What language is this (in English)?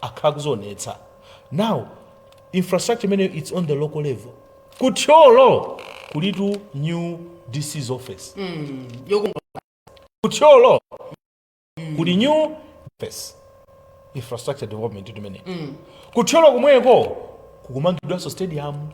Nyanja